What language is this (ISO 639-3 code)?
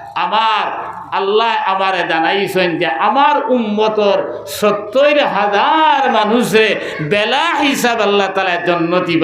syl